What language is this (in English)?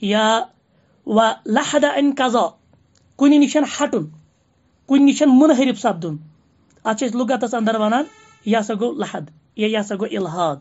Kashmiri